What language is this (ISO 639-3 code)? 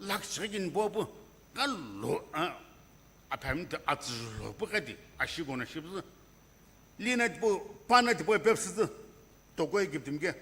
nsm